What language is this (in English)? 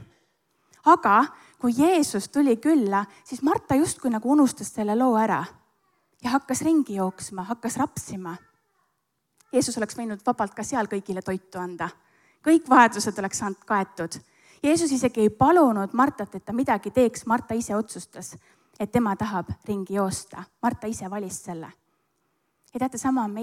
Estonian